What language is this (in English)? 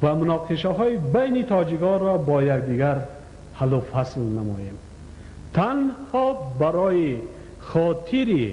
Tajik